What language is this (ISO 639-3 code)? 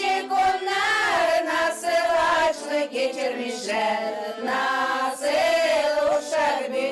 gag